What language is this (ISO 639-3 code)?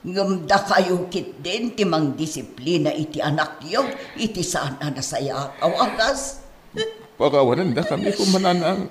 ilo